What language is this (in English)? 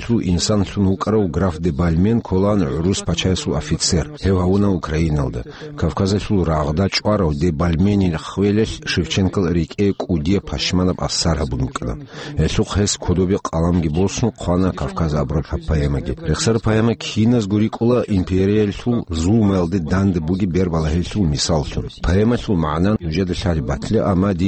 Avaric